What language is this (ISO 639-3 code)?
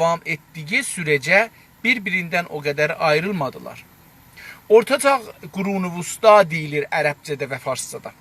azb